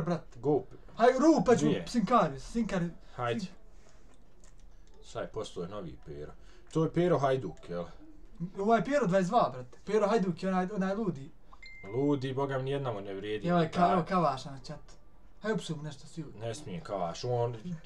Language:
Bosnian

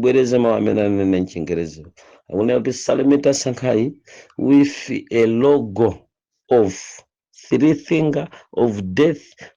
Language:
Nyanja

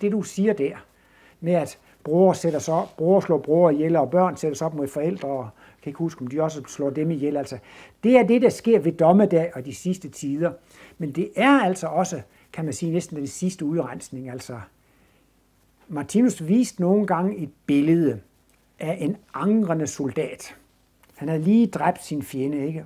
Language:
Danish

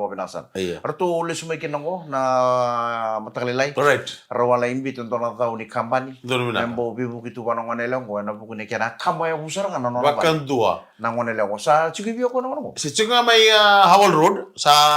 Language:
Fijian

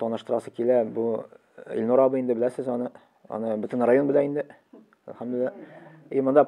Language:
Tatar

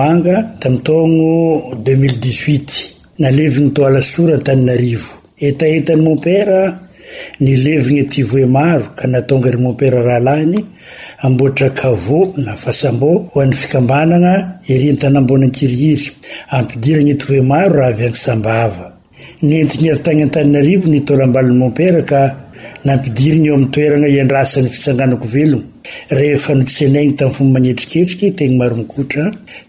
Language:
Malagasy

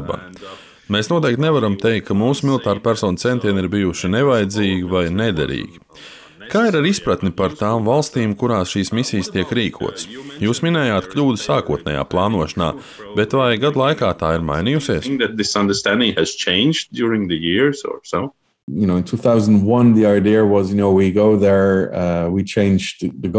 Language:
Latvian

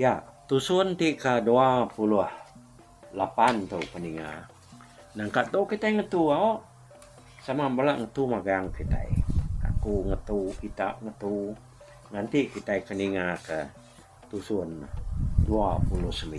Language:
Iban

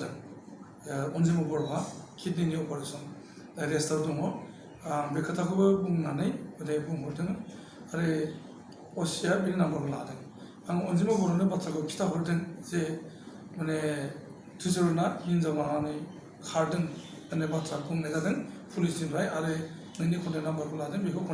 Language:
Bodo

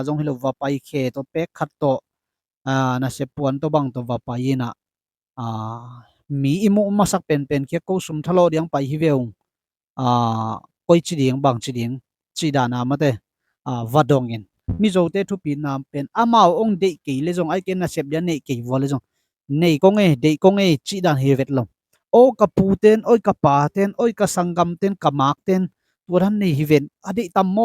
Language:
Tedim Chin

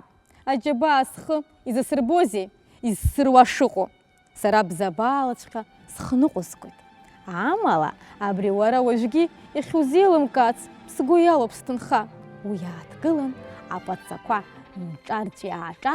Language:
Abkhazian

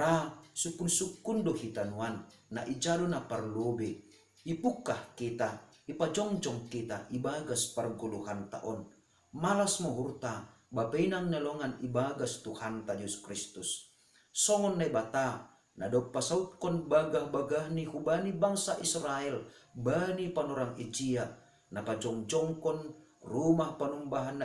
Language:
Batak Simalungun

